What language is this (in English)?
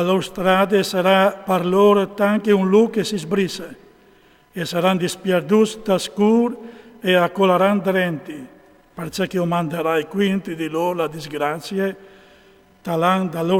Friulian